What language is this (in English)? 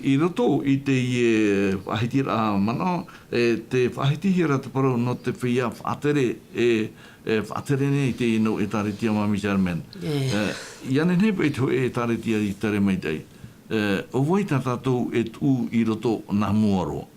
Tahitian